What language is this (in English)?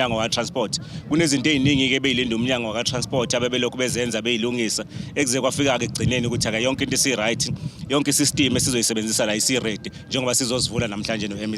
Zulu